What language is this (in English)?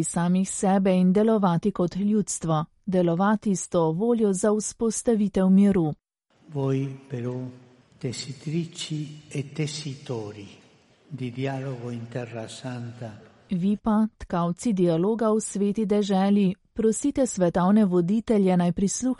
Slovenian